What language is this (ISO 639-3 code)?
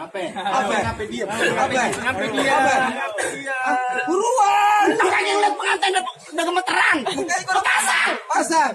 bew